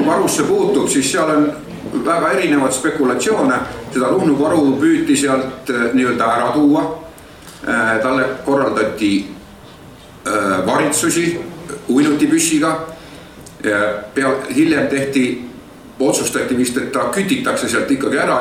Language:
Estonian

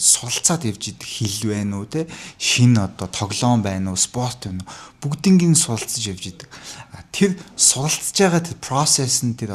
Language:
Mongolian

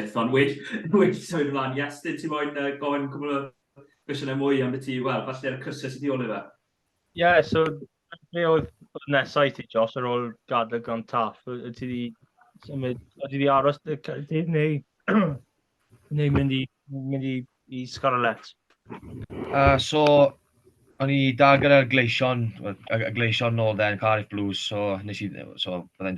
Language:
Welsh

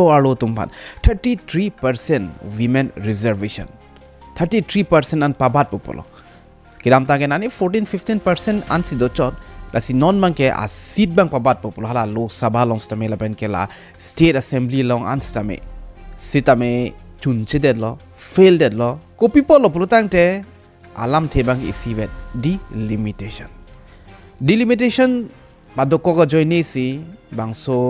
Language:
Karbi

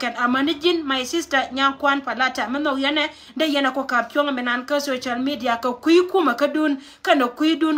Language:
Nuer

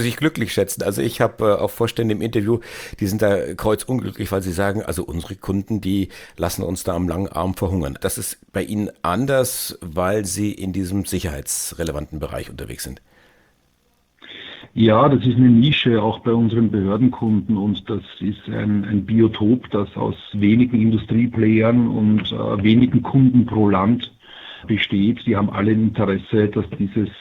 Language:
German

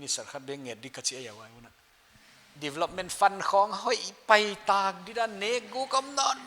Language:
Paite Chin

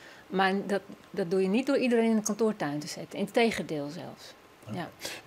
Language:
Western Frisian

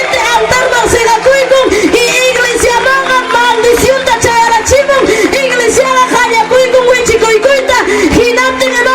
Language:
Ayacucho Quechua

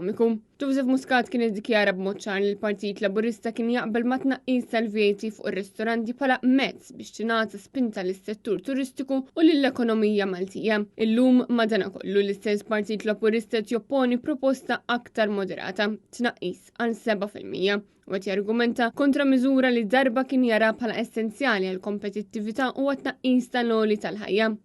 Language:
Maltese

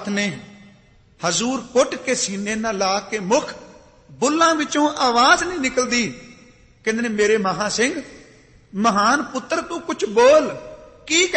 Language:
Punjabi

